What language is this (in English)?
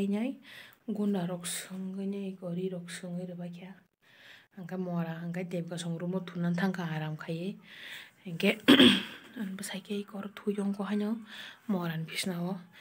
Kok Borok